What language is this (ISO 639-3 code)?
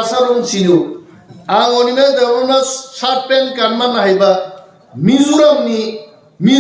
trp